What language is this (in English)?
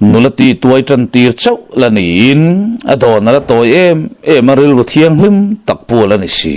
Mizo